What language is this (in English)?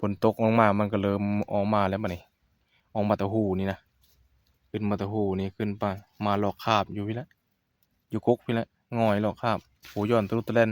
Northeastern Thai